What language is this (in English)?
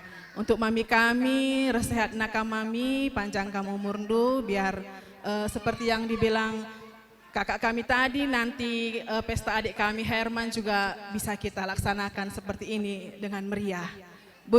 Batak Karo